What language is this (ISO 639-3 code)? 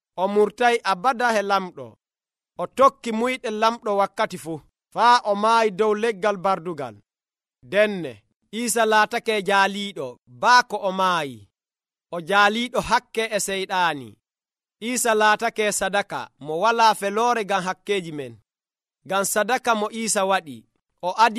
fuv